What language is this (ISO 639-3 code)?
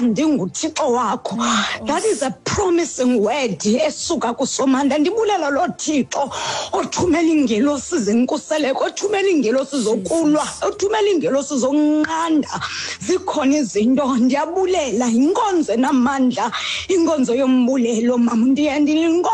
xho